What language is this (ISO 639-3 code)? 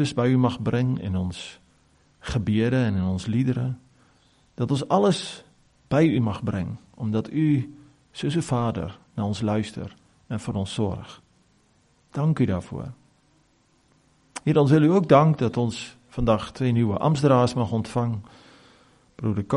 afr